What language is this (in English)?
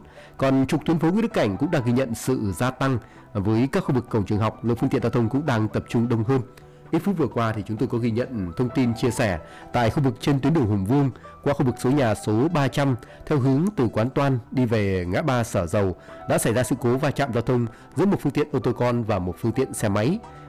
Vietnamese